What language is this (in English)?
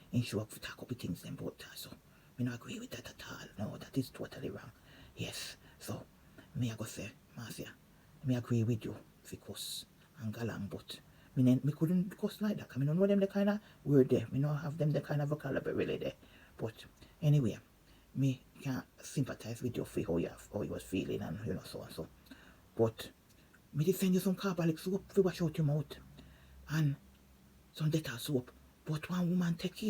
Jamaican Creole English